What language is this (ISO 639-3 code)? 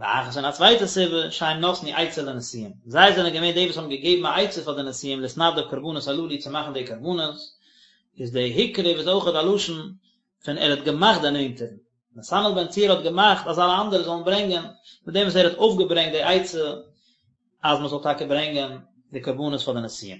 yid